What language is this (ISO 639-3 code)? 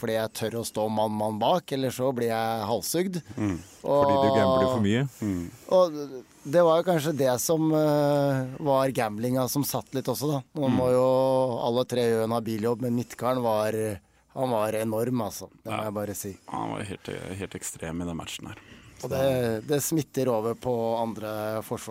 nor